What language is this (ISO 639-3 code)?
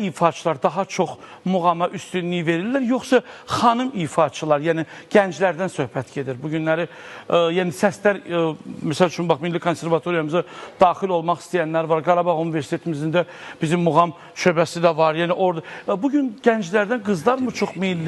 aze